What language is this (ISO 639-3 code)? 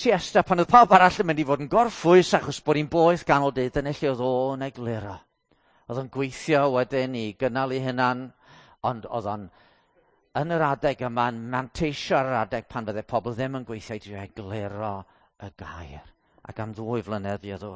cym